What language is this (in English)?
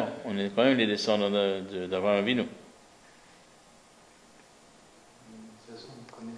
French